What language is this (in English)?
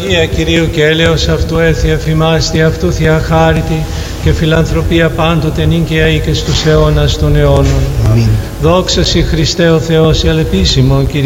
Greek